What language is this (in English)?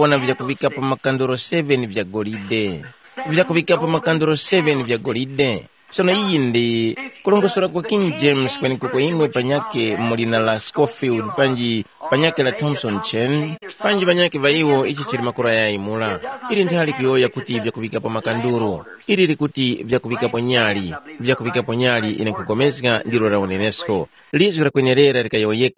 Tumbuka